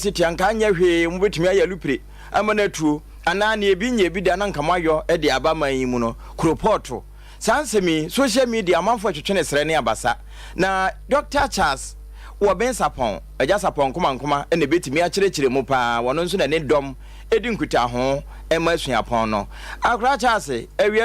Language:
Akan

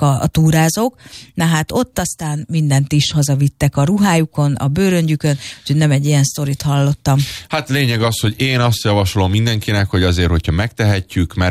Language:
Hungarian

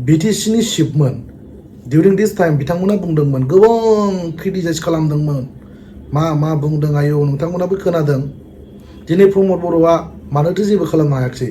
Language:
Bodo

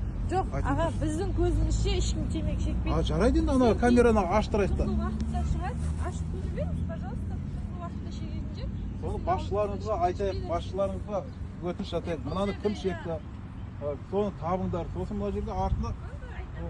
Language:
Kazakh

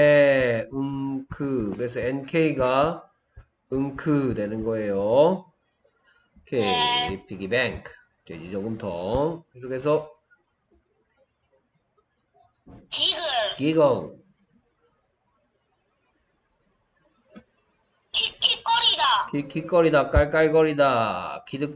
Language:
Korean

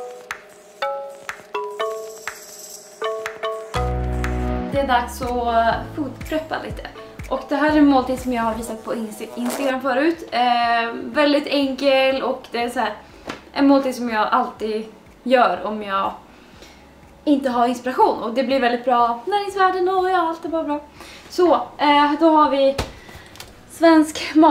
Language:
Swedish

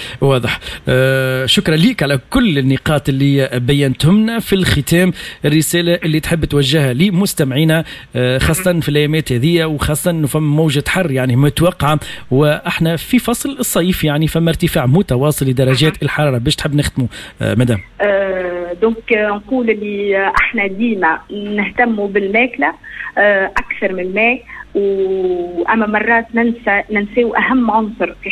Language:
Tunisian Arabic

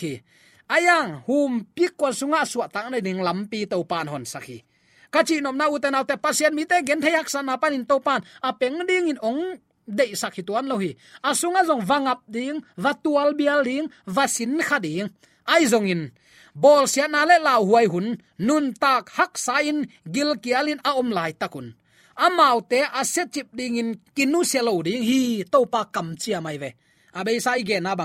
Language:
Tedim Chin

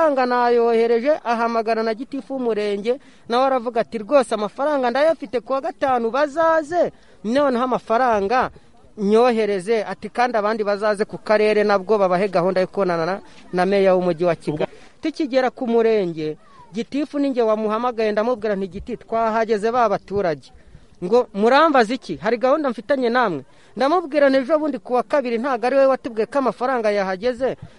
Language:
Kinyarwanda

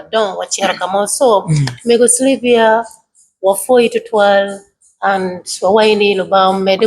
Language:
Acoli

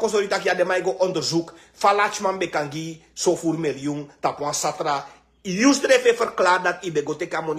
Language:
Sranan Tongo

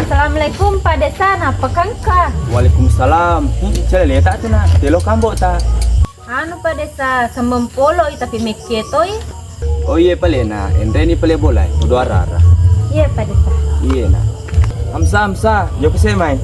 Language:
Buginese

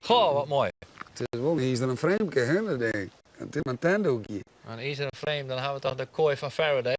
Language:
Western Frisian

